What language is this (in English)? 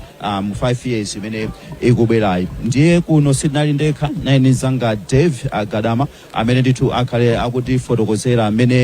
Nyanja